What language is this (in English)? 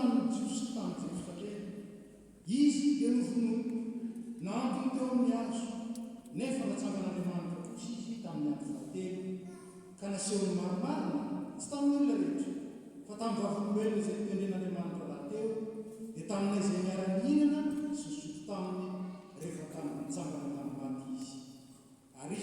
Malagasy